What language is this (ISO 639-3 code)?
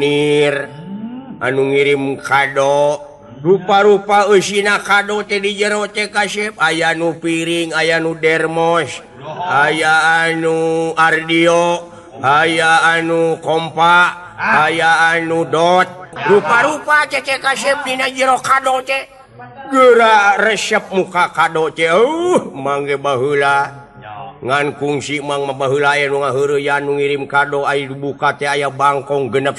sun